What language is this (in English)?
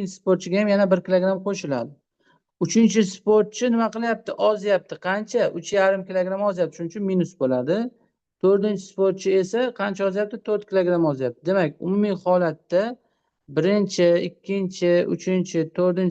Uzbek